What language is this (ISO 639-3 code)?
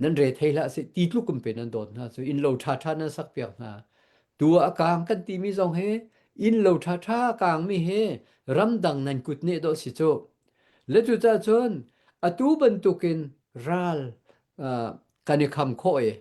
cnh